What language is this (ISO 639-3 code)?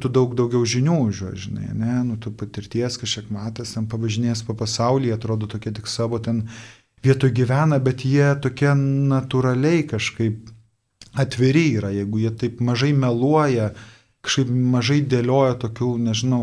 lit